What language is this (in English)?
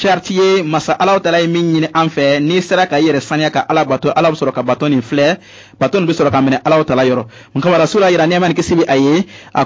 Bambara